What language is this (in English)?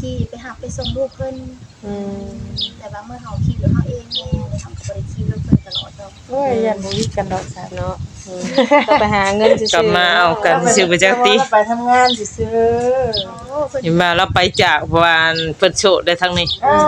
Northeastern Thai